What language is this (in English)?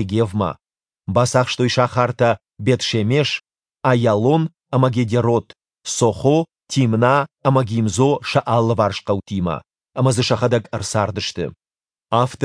Ossetic